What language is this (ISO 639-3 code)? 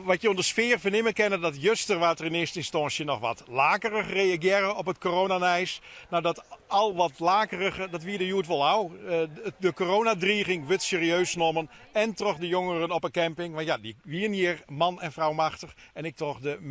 fry